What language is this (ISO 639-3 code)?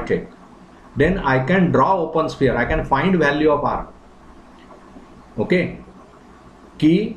mar